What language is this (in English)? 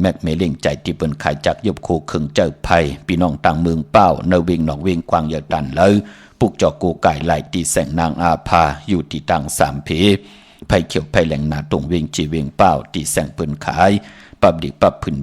Shan